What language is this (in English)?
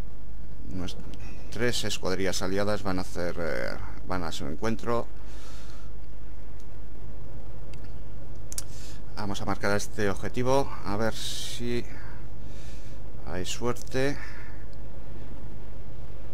Spanish